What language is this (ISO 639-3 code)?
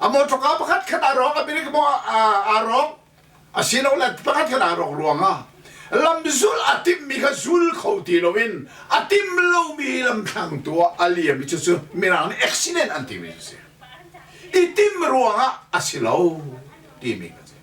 cnh